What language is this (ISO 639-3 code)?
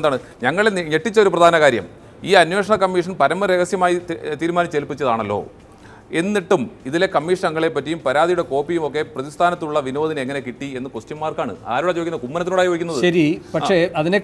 mal